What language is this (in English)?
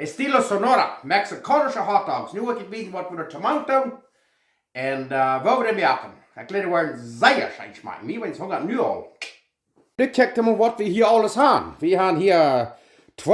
Plautdietsch